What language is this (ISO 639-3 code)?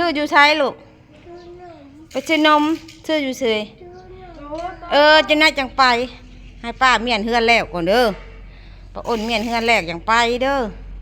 tts